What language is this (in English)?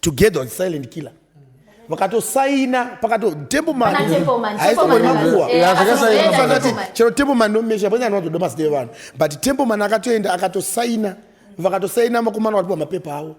Shona